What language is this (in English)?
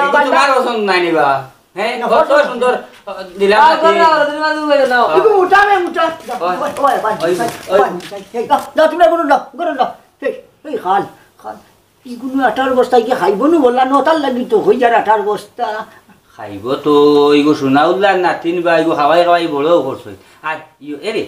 Sylheti